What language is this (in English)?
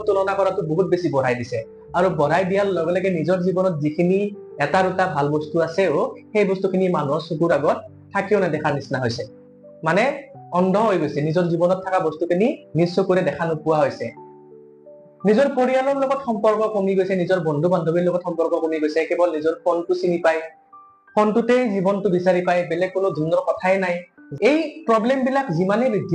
Assamese